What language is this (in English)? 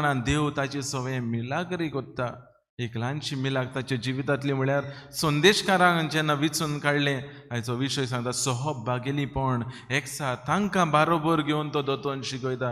Konkani